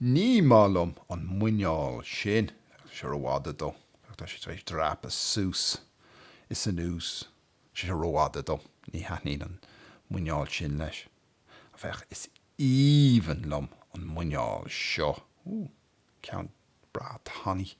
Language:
Irish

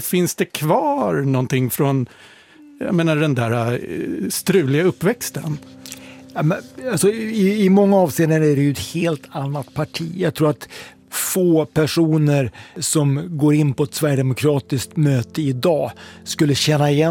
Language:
Swedish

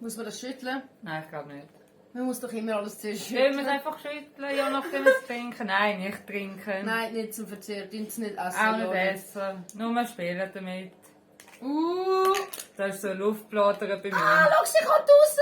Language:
Swiss German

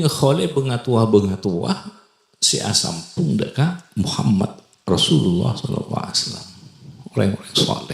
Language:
Madurese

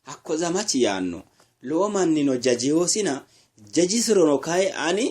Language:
Sidamo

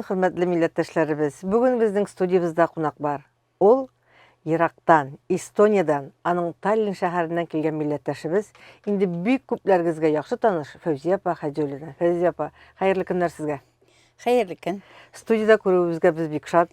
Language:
Tatar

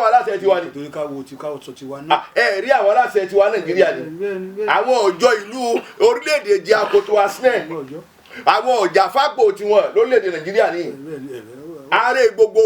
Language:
Yoruba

